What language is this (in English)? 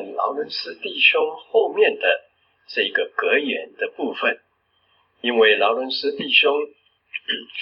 Chinese